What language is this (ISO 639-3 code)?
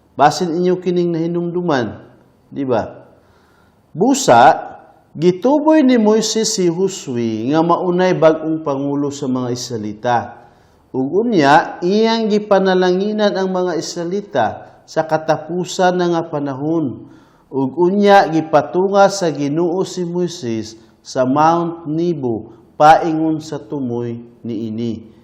ceb